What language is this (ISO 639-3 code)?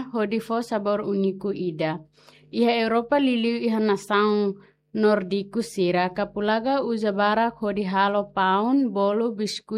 tet